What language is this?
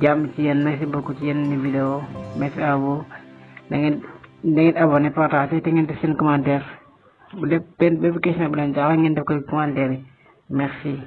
Wolof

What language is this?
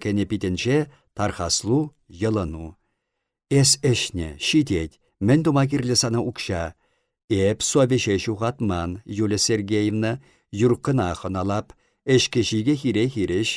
Chuvash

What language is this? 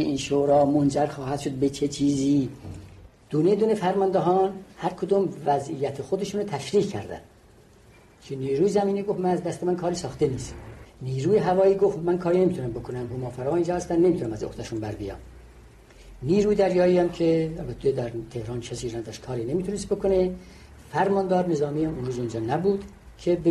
Persian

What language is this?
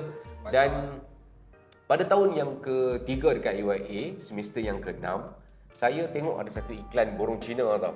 Malay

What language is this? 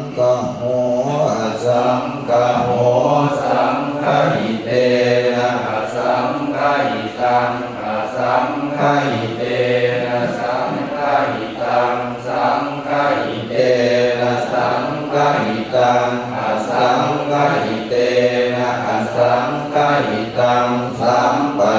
Pali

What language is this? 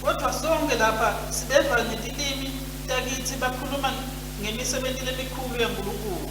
Swati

